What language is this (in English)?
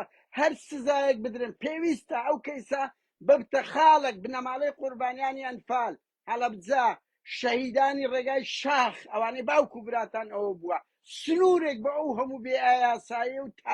Central Kurdish